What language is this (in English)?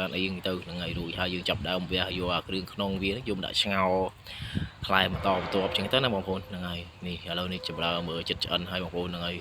Khmer